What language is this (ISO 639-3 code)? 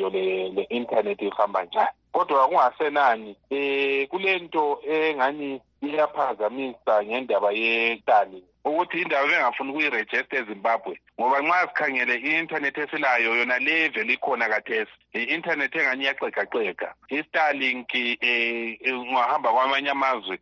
nde